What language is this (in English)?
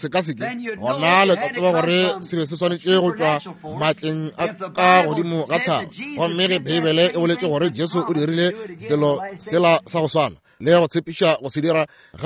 Northern Sotho